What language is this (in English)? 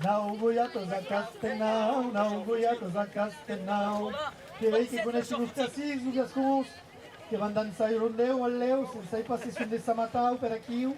Occitan